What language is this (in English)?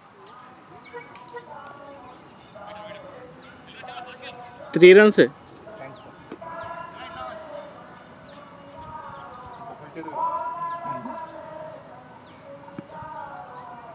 Telugu